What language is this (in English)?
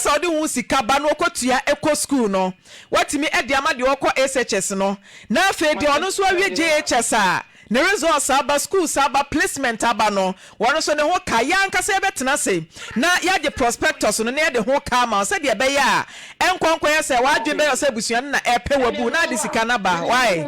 Akan